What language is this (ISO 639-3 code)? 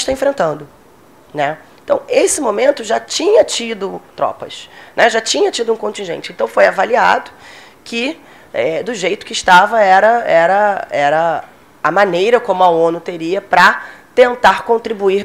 por